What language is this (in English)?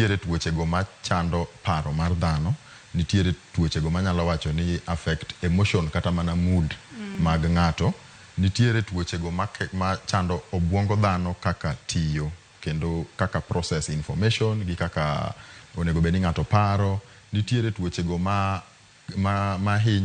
Luo (Kenya and Tanzania)